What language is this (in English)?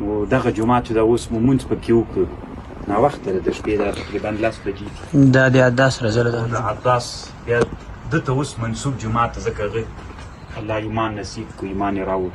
Pashto